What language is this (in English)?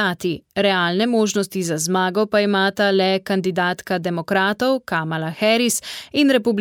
Slovenian